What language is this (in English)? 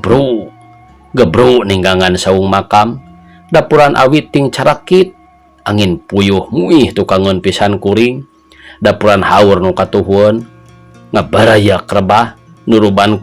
Sundanese